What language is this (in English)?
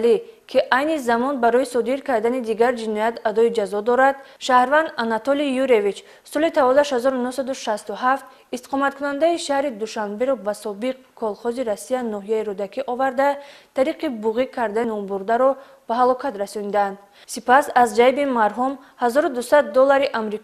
Tajik